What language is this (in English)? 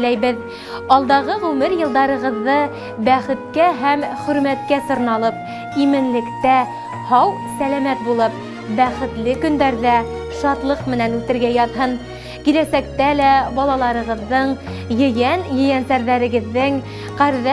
Bashkir